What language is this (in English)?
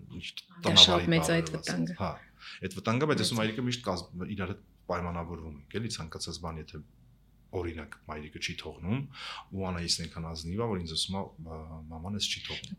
Armenian